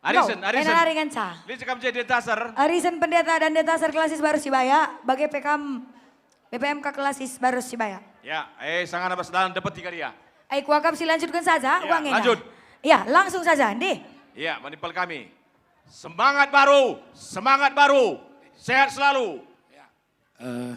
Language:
Batak Karo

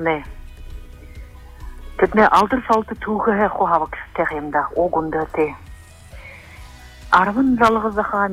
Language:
Buriat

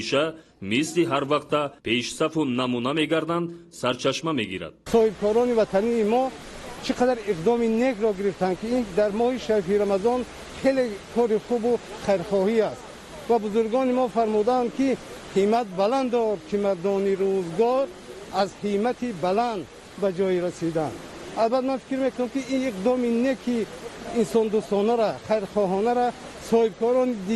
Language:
Tajik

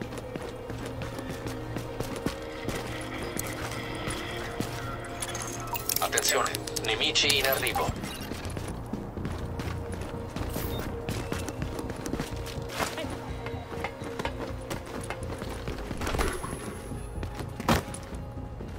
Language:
Italian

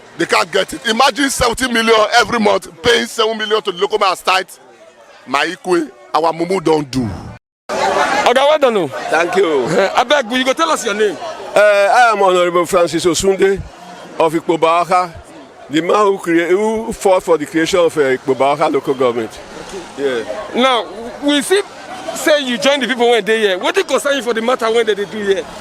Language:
Nigerian Pidgin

